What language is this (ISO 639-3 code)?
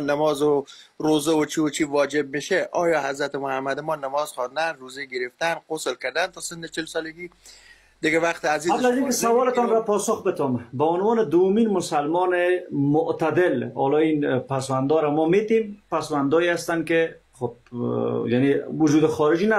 fas